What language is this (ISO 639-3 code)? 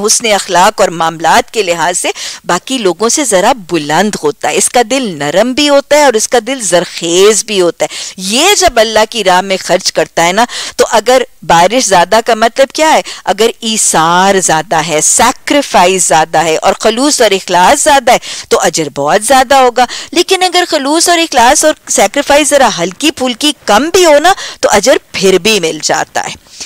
urd